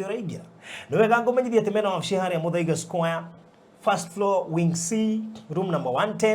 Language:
Kikuyu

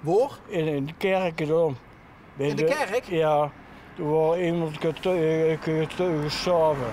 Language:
Limburgish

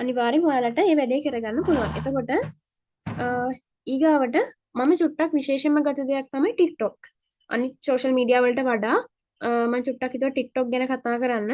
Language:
Sinhala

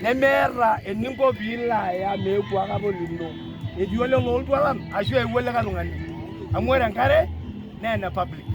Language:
Masai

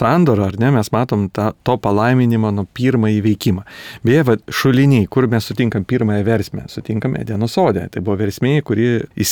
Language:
Lithuanian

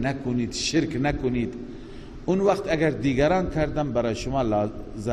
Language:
Persian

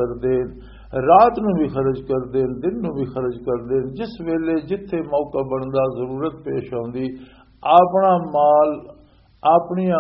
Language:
Western Panjabi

